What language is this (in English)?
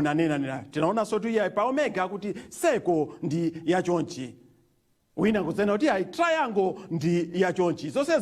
Nyanja